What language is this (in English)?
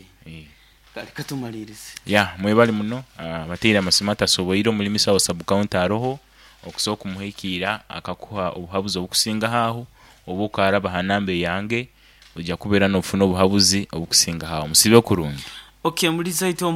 Nyoro